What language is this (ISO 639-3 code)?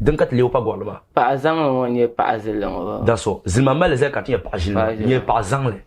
dag